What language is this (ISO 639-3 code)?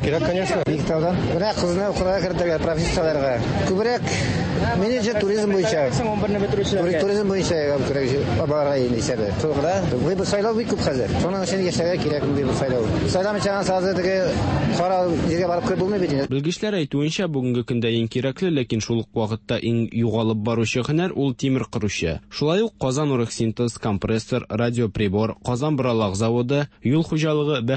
tat